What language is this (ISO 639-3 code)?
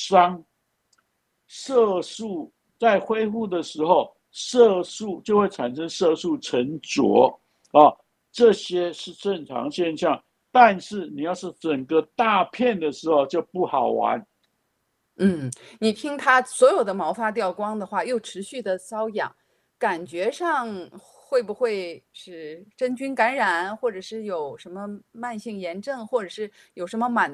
zho